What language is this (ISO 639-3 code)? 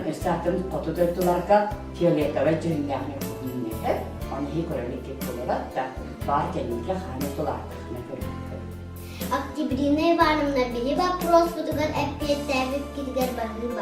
sah